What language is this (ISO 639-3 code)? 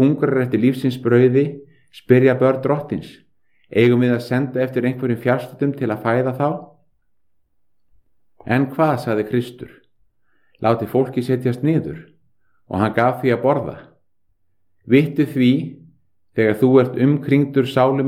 isl